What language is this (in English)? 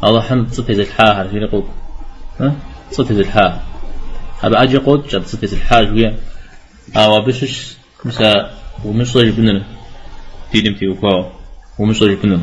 Kabardian